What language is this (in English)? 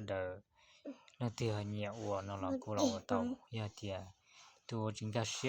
Hmong